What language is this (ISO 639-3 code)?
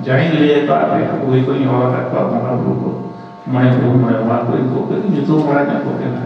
sat